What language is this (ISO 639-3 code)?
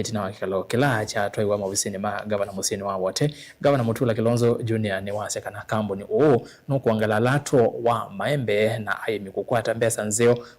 kam